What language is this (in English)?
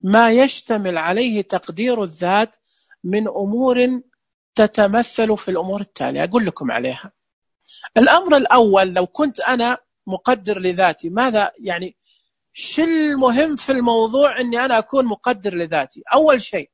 Najdi Arabic